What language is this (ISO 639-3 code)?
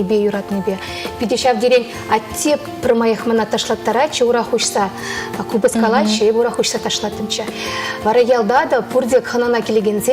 chv